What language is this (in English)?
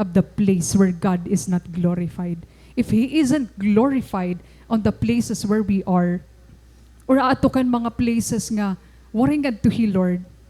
Waray